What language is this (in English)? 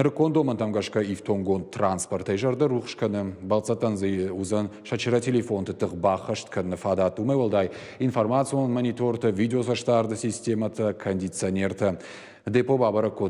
Ossetic